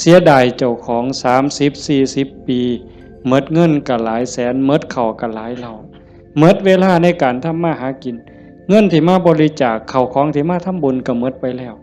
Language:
Northeastern Thai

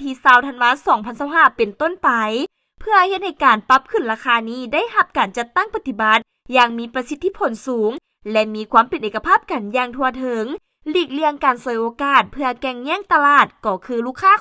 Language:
Lao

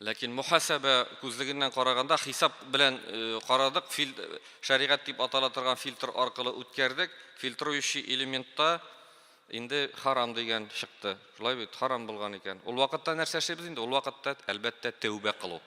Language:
Tatar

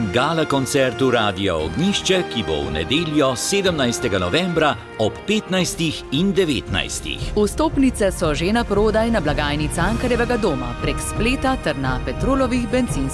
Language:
Slovenian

